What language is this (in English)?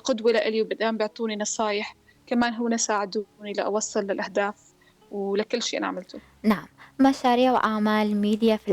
North Levantine Arabic